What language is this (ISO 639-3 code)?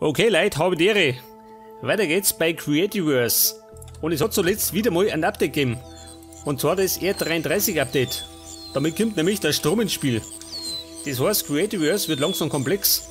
bar